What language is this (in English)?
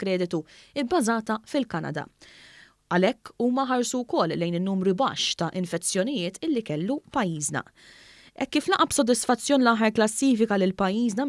Maltese